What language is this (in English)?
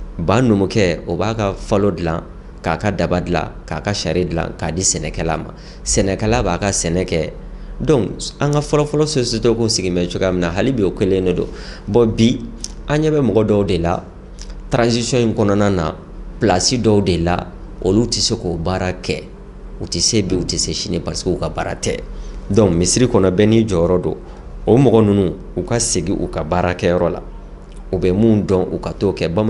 Bambara